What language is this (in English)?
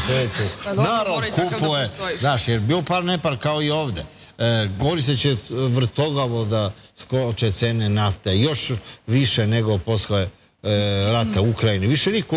Serbian